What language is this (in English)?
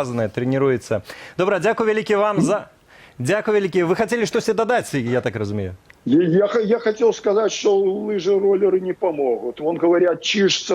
Belarusian